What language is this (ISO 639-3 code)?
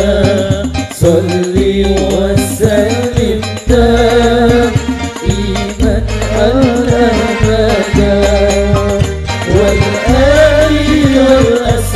ara